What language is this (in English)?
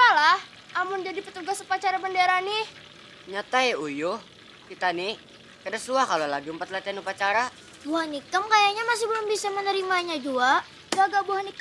Banjar